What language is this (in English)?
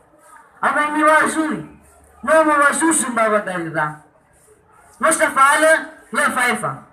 Nias